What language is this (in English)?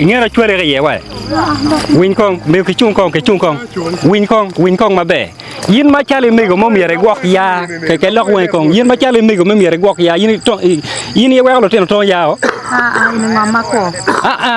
Acoli